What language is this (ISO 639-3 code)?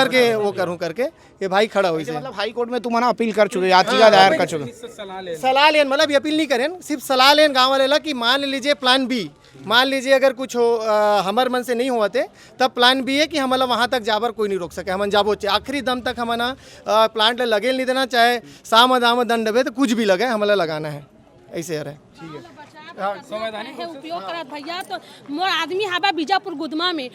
hne